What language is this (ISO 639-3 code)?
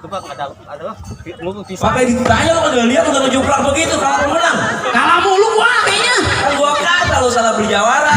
bew